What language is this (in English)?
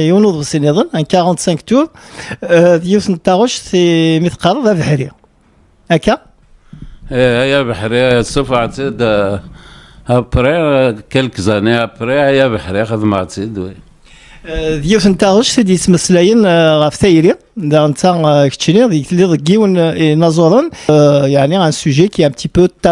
Kabyle